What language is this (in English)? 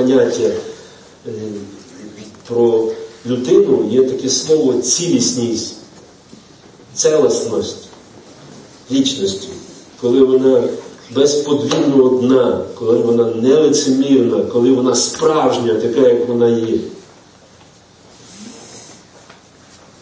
Ukrainian